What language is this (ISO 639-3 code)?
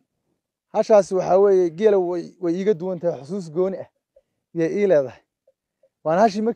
som